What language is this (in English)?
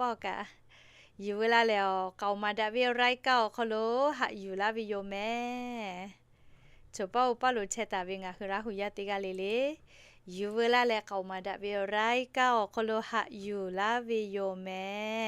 Lahu